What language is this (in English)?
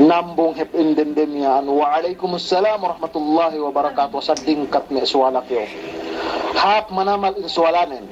Yakan